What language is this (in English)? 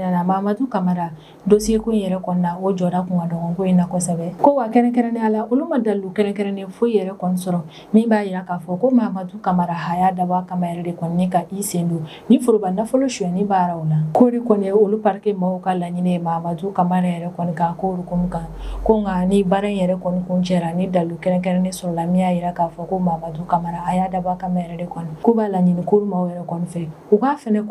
Bambara